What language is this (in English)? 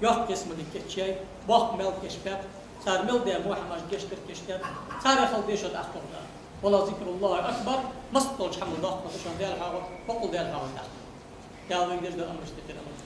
Ingush